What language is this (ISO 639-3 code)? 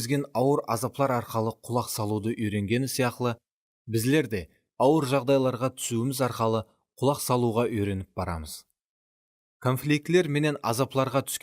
kaa